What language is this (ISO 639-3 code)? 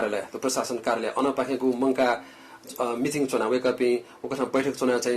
new